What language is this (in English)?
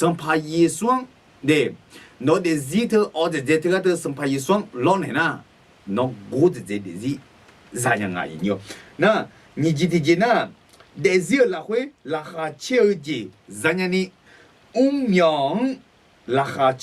Akha